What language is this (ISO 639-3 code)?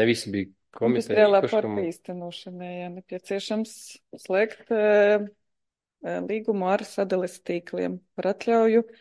lav